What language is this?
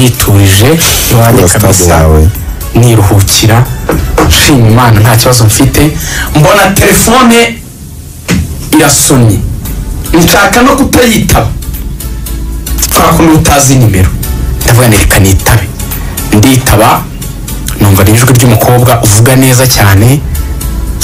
Kinyarwanda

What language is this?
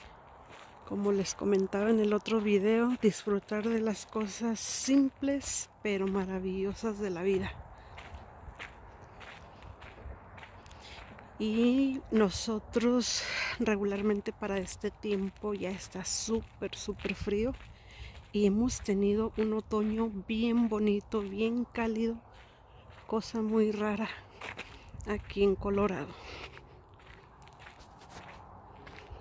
Spanish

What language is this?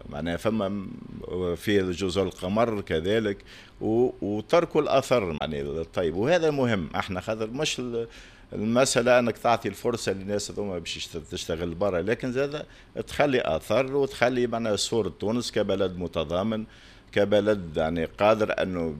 Tunisian Arabic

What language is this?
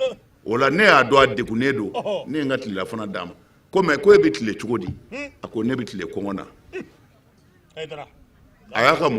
Bambara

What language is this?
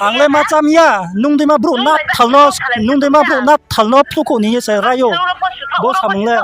Riang (India)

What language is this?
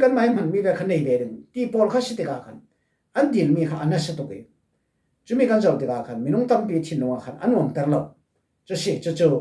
Falam Chin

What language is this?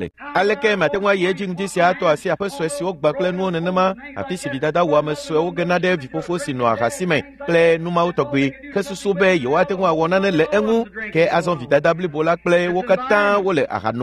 Ewe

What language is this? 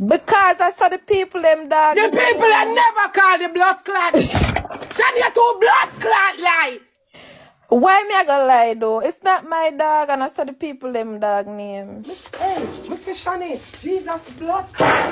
Jamaican Creole English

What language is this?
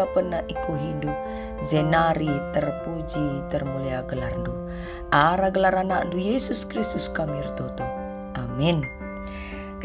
Batak Karo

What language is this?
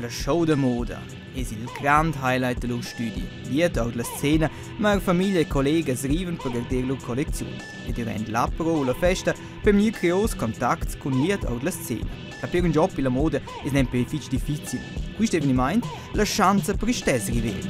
Romansh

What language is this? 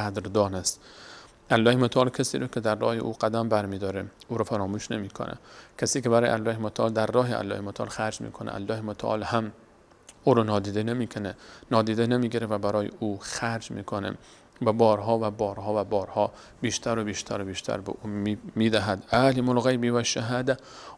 Persian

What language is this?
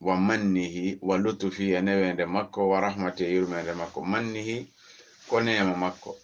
Fula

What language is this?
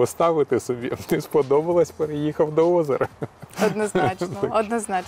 Ukrainian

